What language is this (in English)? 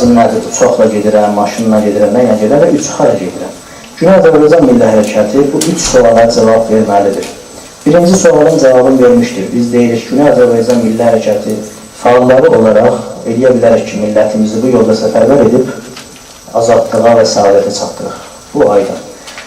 South Azerbaijani